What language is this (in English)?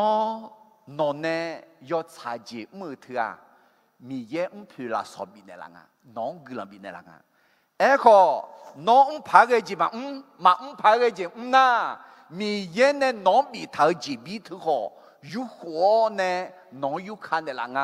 Akha